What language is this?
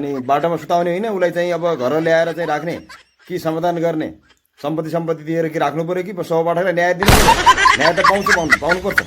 Nepali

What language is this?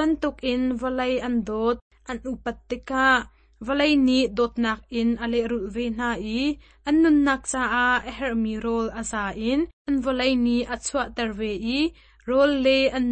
Hakha Chin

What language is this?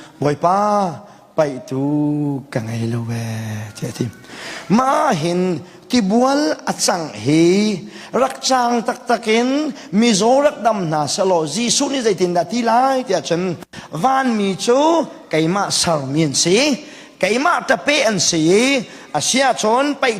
Hakha Chin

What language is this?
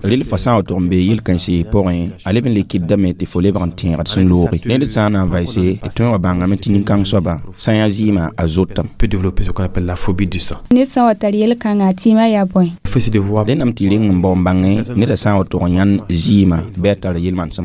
Mossi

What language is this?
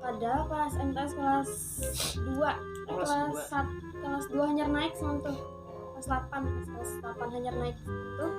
Banjar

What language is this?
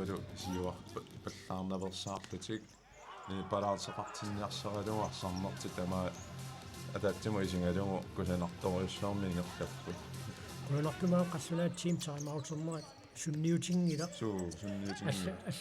Kalaallisut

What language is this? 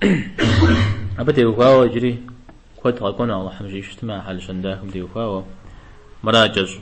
Kabardian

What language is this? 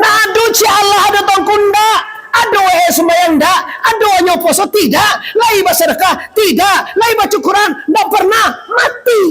Minangkabau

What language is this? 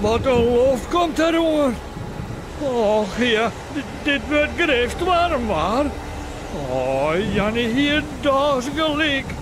Western Frisian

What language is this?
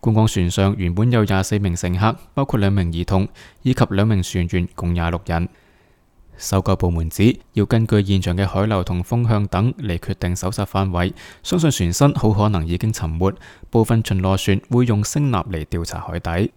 Cantonese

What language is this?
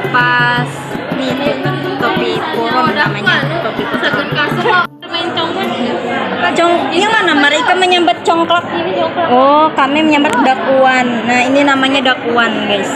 Banjar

